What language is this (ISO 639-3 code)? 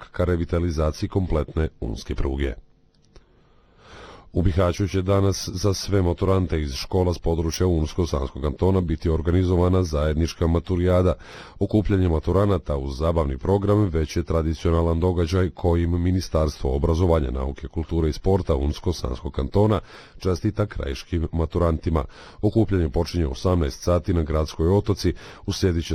bos